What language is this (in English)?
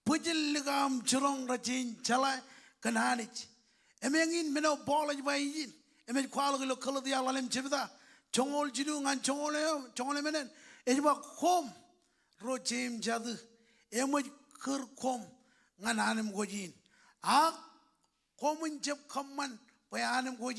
Marshallese